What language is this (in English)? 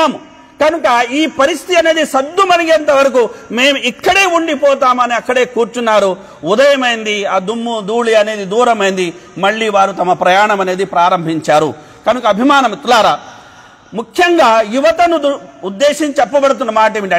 Telugu